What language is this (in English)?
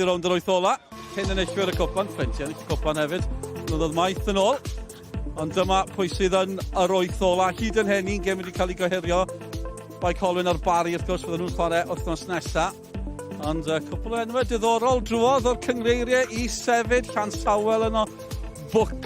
Welsh